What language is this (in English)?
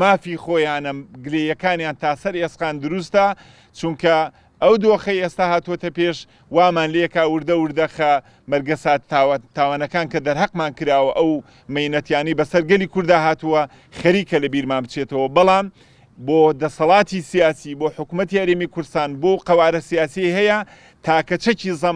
Central Kurdish